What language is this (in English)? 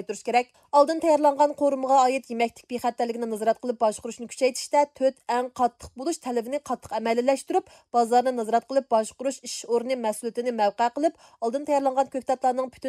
Uyghur